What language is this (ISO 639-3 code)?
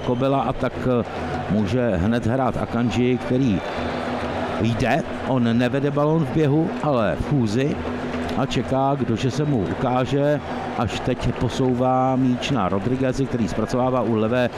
ces